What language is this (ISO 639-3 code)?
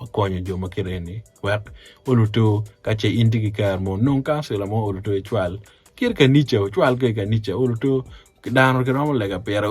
ach